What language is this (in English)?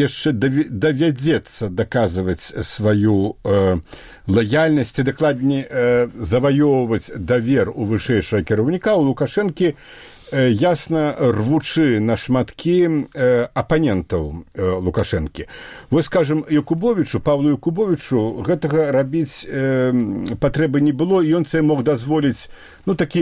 Belarusian